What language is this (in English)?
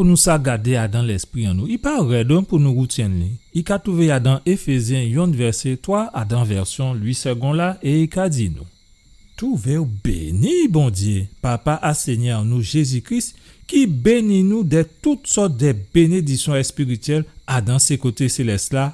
Guadeloupean Creole French